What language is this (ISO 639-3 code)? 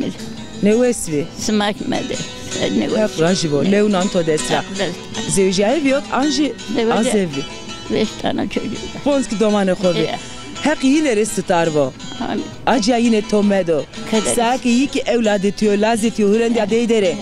zza